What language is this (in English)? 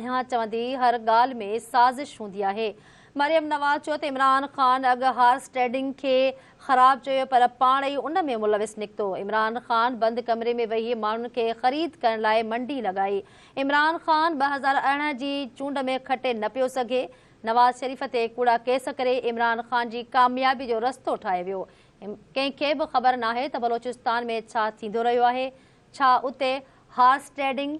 Sindhi